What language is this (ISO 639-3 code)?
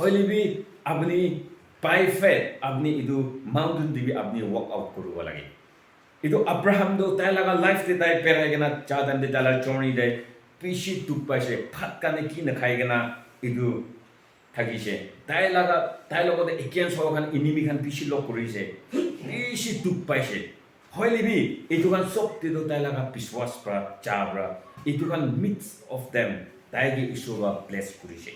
nag